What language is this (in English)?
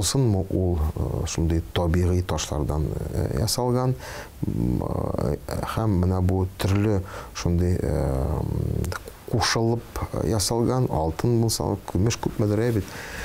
Tatar